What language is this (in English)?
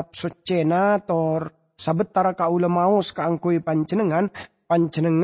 Madurese